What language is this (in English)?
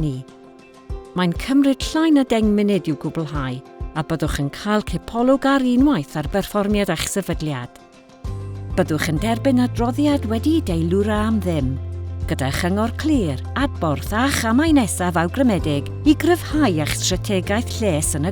Welsh